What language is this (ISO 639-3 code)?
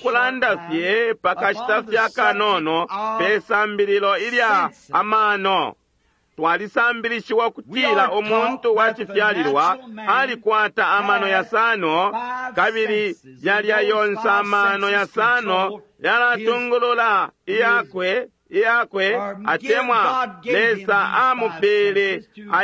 bem